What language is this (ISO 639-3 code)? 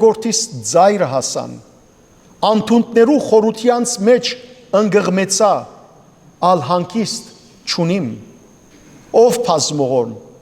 hyw